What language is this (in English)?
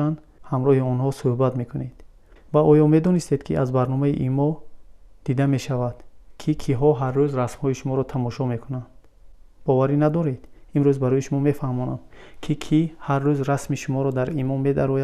Tajik